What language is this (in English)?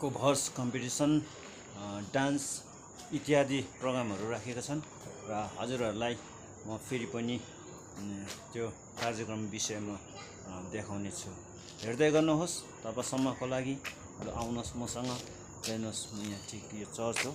Nepali